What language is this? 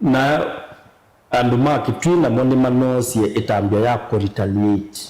Kamba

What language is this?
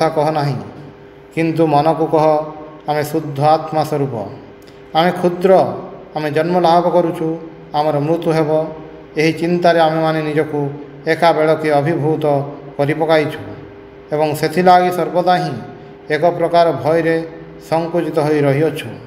Odia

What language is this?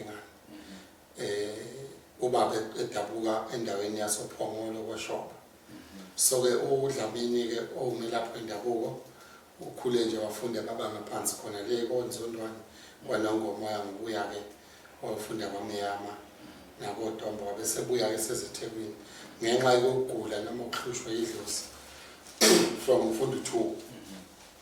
Zulu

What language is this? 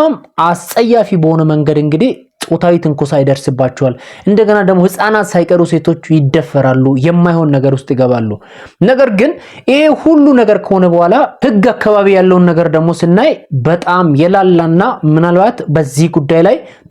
Amharic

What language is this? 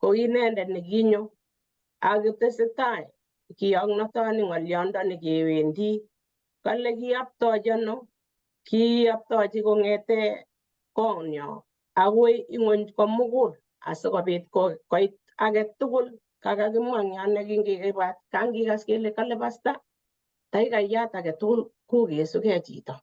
Kalenjin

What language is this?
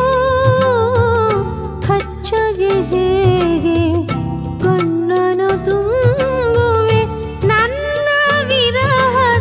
Kannada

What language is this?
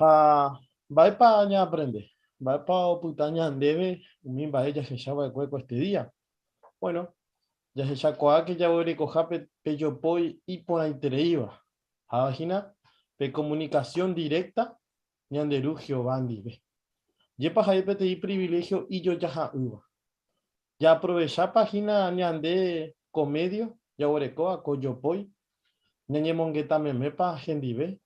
Guarani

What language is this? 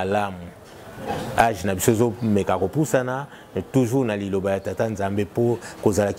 Lingala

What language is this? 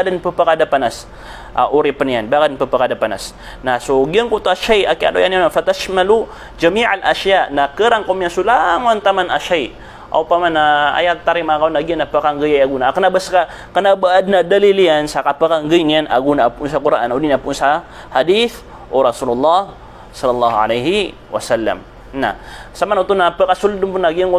Maranao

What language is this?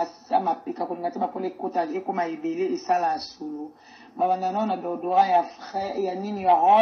Lingala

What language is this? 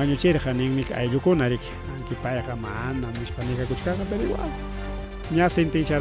Ayacucho Quechua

